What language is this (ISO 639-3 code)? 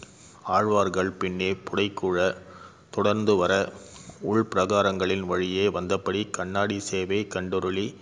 tam